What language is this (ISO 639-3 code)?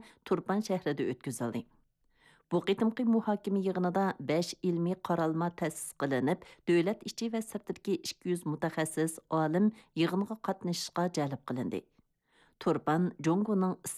uig